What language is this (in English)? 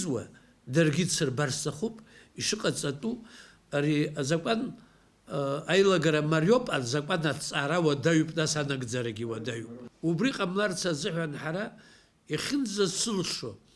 Abkhazian